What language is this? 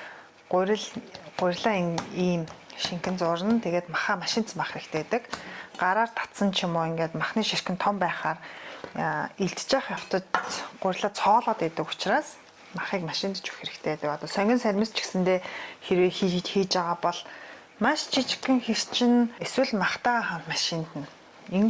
Mongolian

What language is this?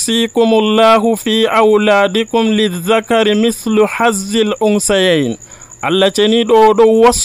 Nigerian Fulfulde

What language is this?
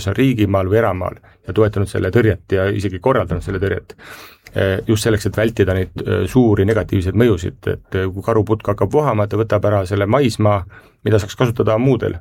Estonian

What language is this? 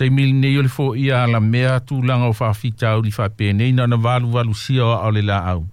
Samoan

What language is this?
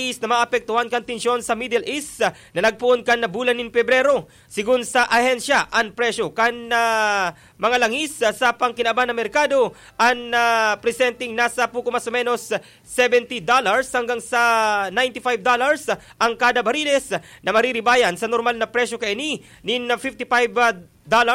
Bikol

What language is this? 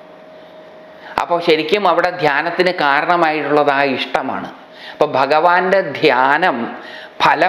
Malayalam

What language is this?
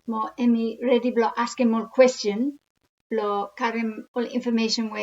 Bislama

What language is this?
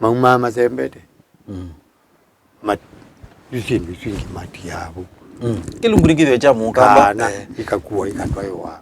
Kamba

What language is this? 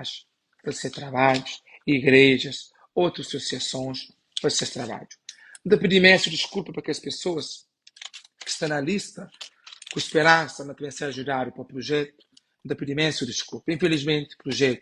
Kabuverdianu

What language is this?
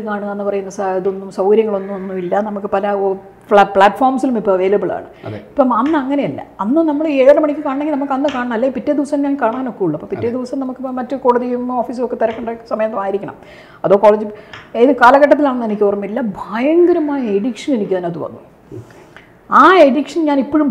Malayalam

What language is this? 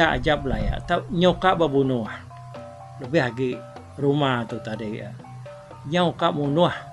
Iban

